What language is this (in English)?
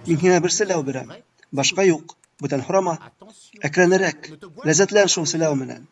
Bashkir